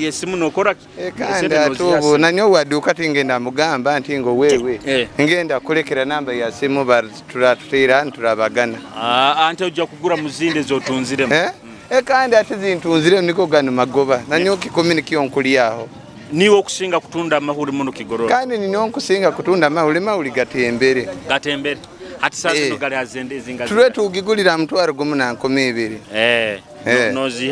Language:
Nyoro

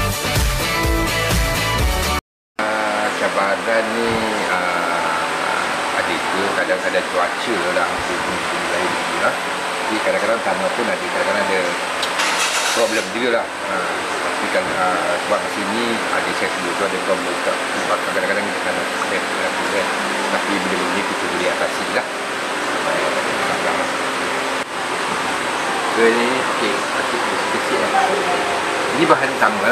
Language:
Malay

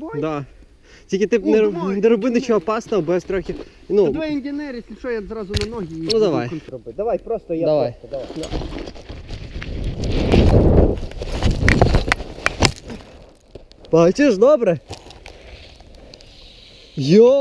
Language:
Ukrainian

